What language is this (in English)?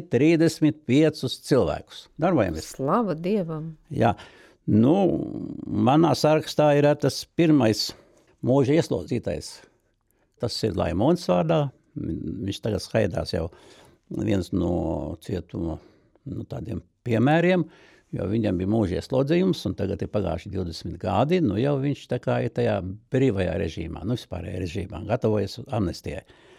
Latvian